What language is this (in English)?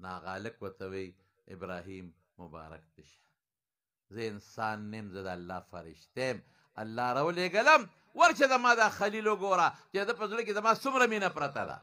Pashto